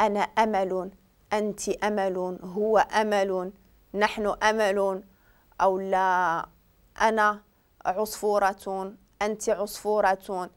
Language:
Moroccan Arabic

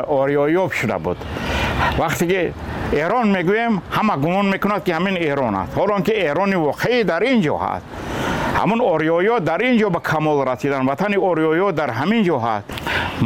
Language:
Tajik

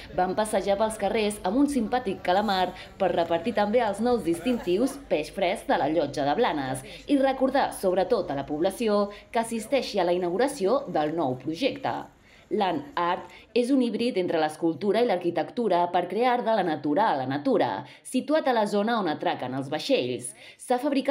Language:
Catalan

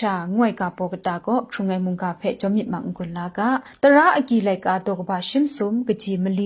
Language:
Kachin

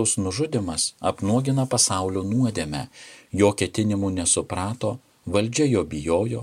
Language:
Lithuanian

